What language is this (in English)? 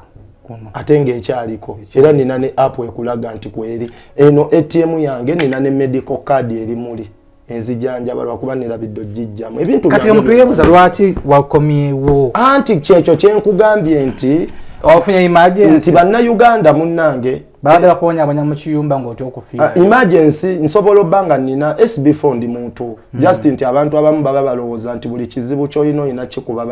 Ganda